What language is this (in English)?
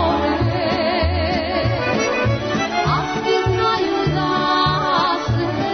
Serbian